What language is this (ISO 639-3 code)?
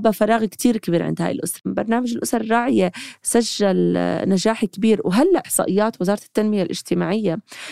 apc